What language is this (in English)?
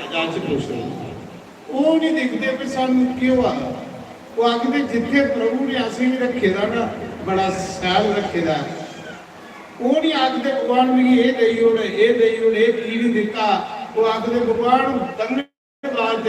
Dogri